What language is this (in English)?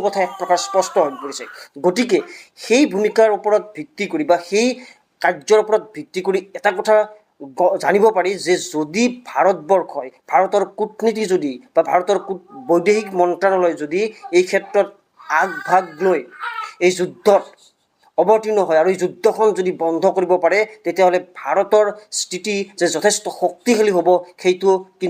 Assamese